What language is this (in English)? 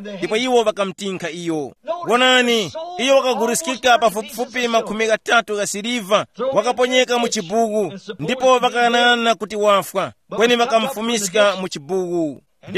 Tumbuka